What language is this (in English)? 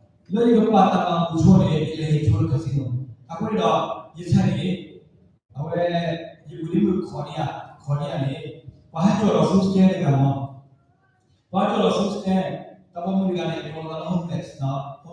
S'gaw Karen